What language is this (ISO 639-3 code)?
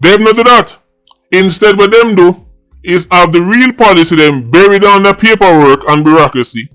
jam